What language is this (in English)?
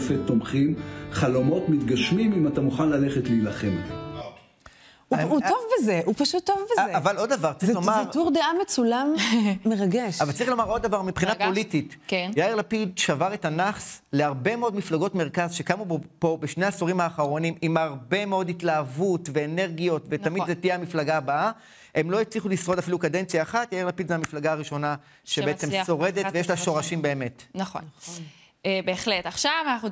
Hebrew